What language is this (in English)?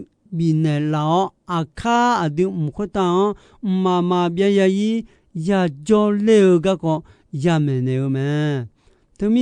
Akha